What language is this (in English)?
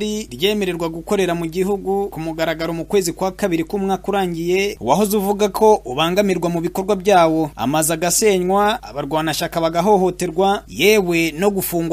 Kinyarwanda